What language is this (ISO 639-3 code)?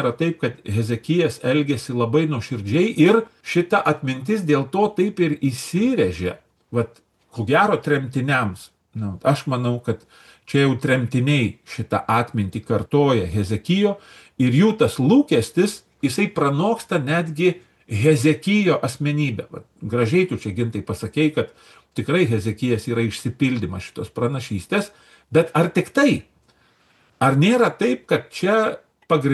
lit